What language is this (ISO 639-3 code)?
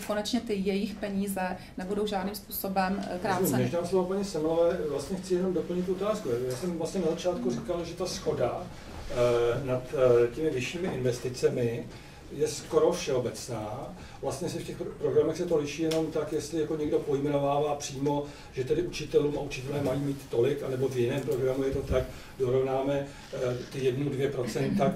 ces